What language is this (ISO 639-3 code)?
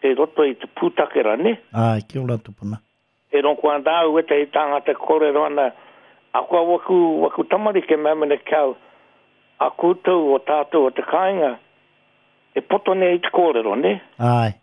mri